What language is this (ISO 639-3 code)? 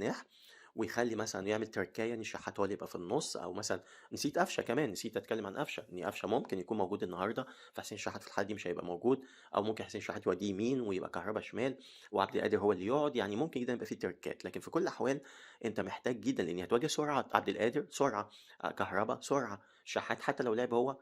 arz